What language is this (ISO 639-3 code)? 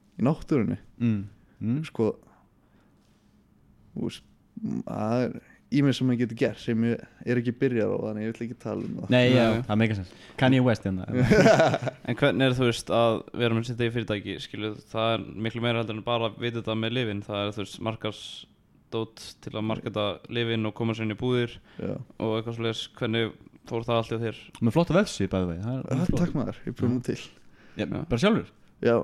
isl